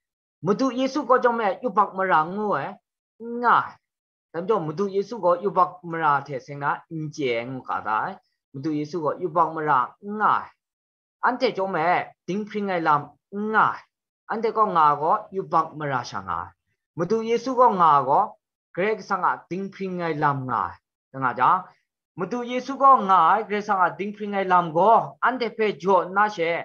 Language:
Kachin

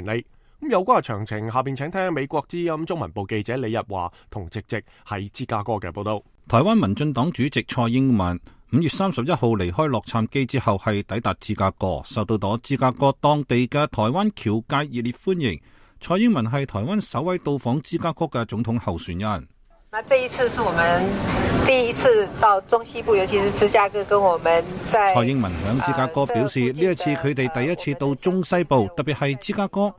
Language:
Cantonese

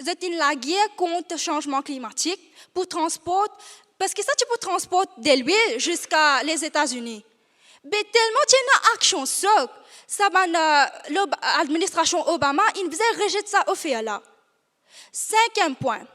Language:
Morisyen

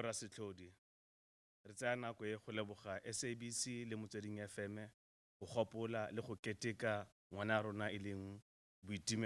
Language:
Tswana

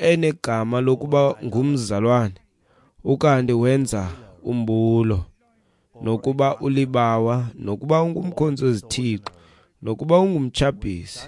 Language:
Xhosa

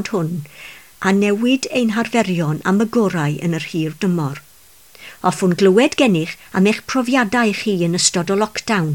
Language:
Welsh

